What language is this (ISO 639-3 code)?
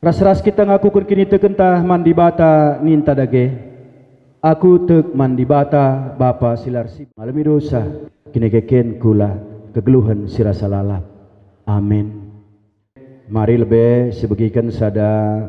btx